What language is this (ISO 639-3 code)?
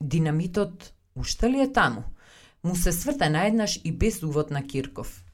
mkd